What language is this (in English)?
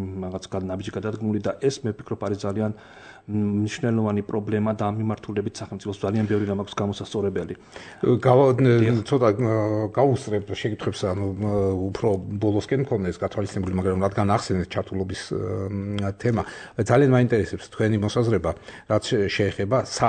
Georgian